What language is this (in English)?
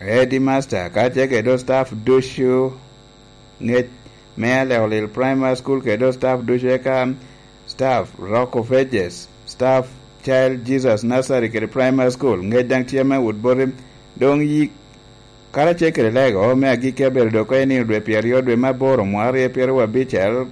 Lango (Uganda)